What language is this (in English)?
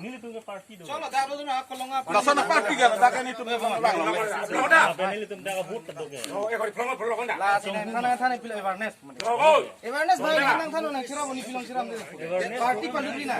Karbi